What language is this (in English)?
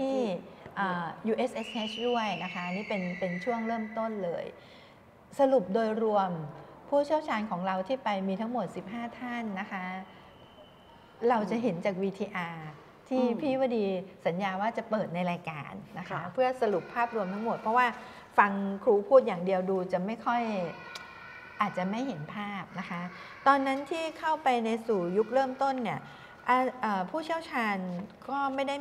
Thai